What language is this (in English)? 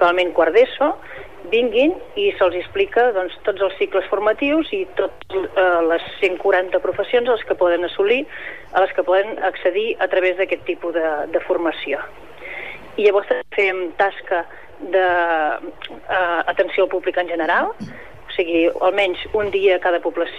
Catalan